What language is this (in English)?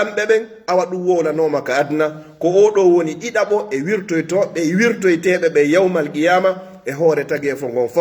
Fula